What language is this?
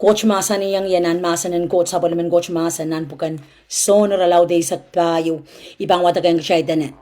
Pohnpeian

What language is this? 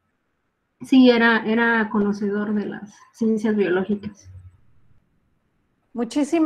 Spanish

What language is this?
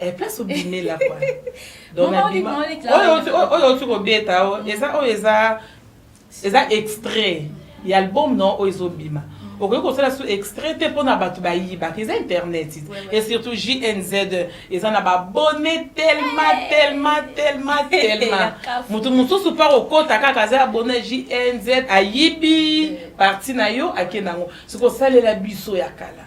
Lingala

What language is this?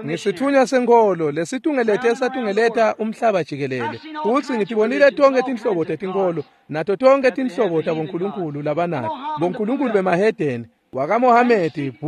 Swati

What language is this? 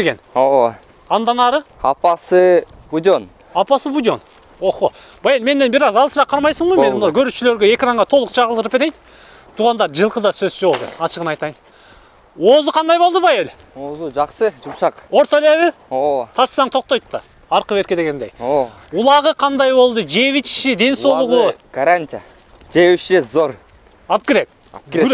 Kyrgyz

